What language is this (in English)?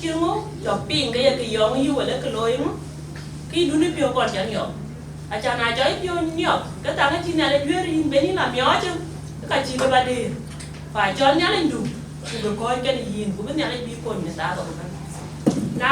Dinka